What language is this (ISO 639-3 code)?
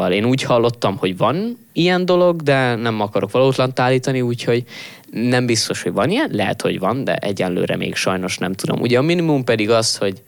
hun